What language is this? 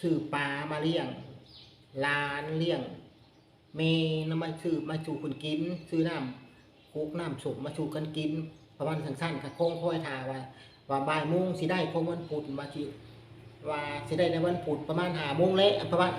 Lao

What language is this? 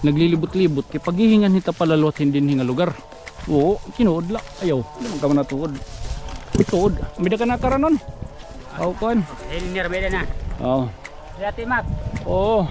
Waray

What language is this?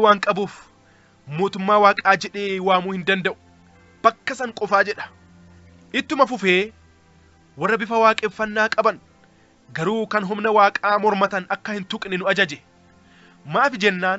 Oromo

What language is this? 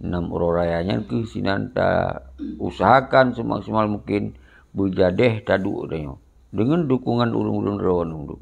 Achinese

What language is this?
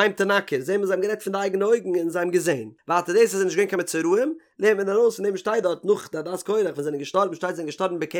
Yiddish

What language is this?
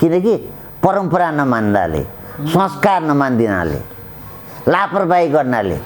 Nepali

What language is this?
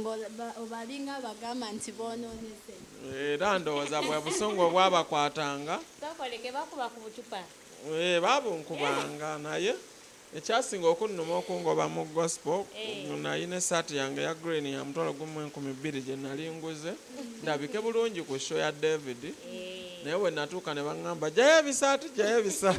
Ganda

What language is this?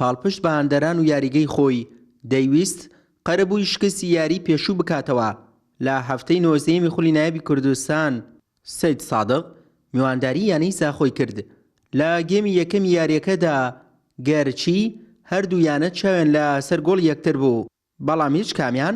Central Kurdish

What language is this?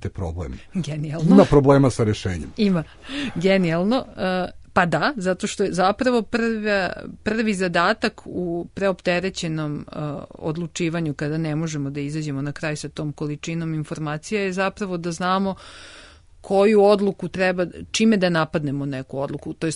Serbian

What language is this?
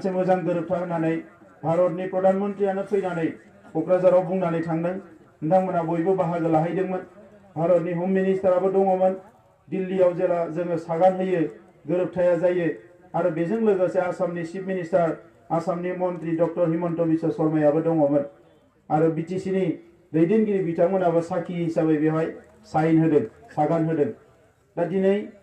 Bodo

